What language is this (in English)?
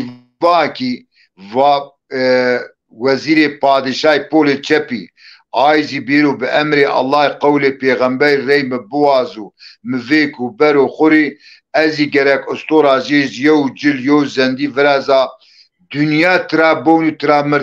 Zaza